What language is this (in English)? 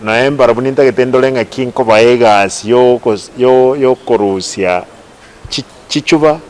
Gusii